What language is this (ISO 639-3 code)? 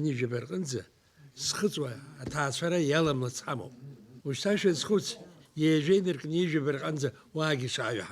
abk